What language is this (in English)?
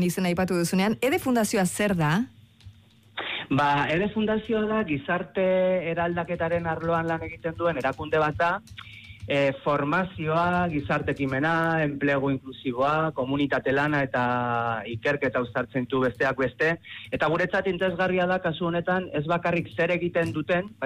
Basque